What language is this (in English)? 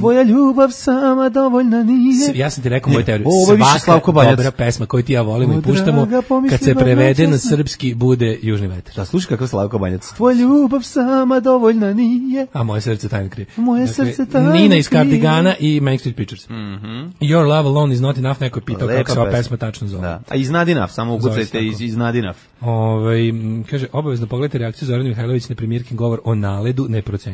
Serbian